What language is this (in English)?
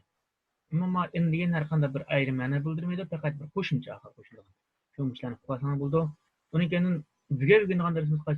Uyghur